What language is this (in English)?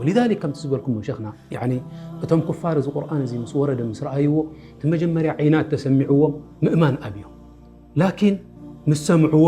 Tigrinya